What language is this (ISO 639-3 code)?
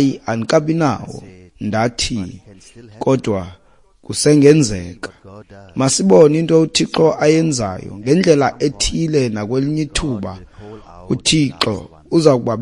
xho